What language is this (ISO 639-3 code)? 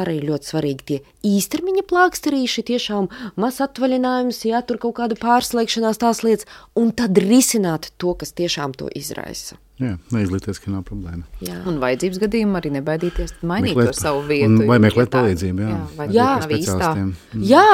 lav